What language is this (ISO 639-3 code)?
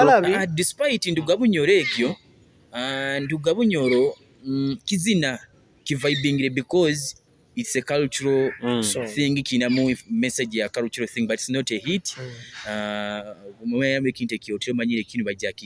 nyo